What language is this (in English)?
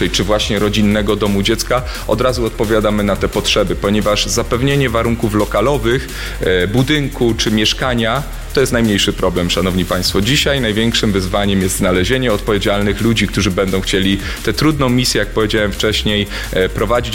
Polish